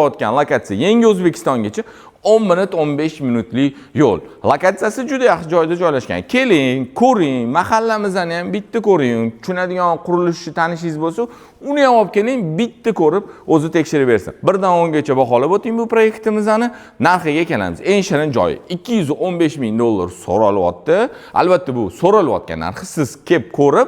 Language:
Uzbek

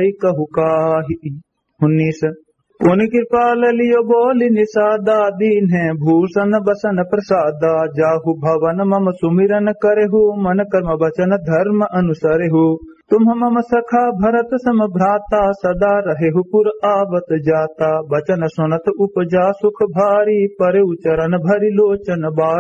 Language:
Awadhi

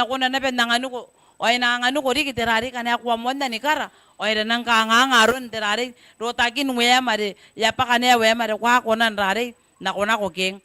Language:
Gilbertese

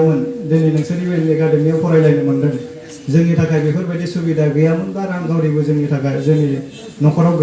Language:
Bodo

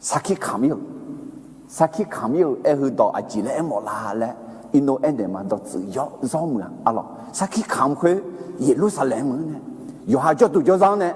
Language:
Akha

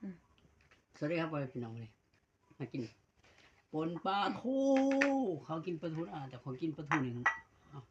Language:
Lao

